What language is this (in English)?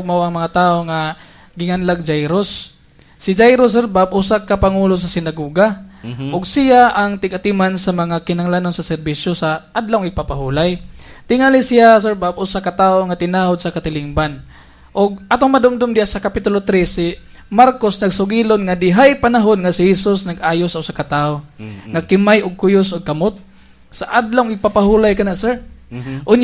Cebuano